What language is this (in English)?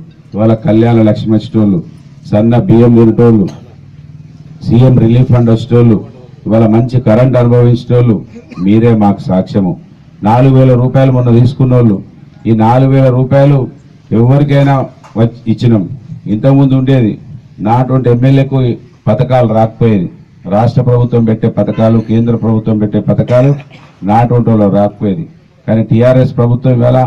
Telugu